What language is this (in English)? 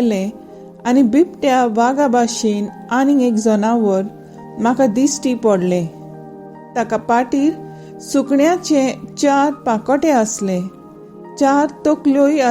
Konkani